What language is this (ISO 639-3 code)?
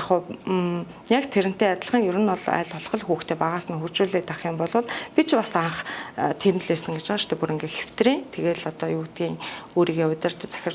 mon